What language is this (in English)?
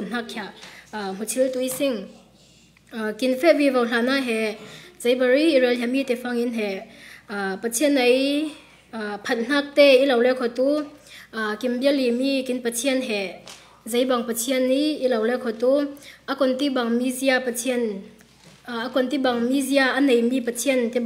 Falam Chin